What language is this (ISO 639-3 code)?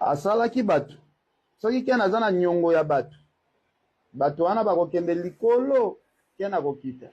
lin